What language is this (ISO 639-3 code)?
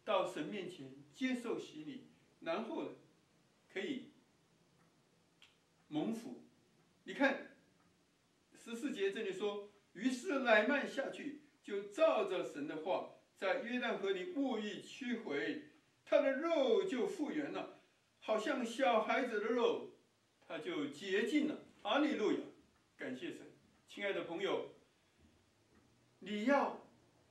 zho